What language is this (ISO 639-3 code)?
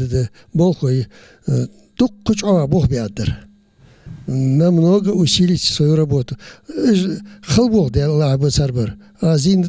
inh